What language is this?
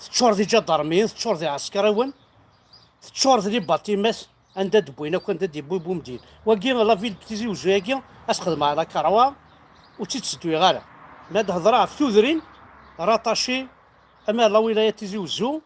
Kabyle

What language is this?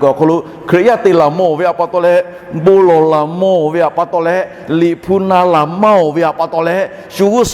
Lahu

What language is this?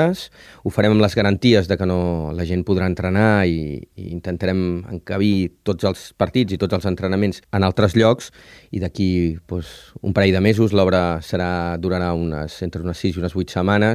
Catalan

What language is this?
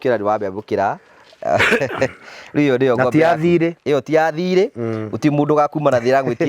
Kikuyu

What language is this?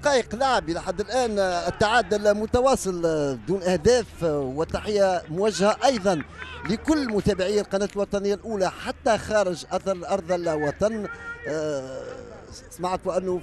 Tunisian Arabic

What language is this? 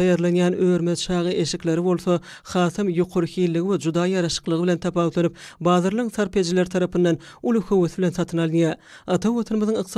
Turkmen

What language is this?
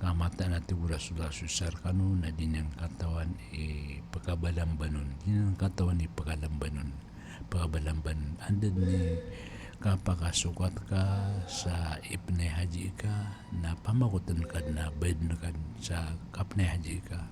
Maranao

